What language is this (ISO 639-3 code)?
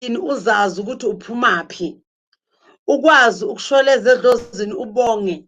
zul